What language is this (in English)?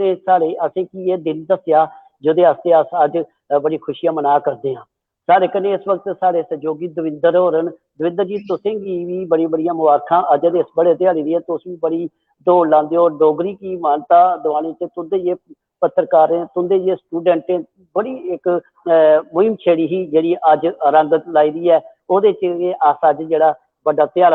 Dogri